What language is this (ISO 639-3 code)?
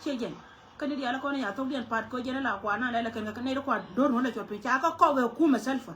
nus